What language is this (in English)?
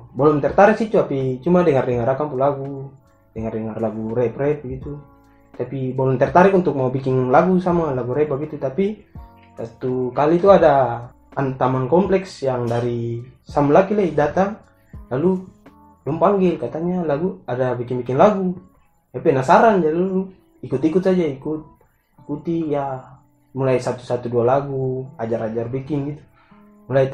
Ambonese Malay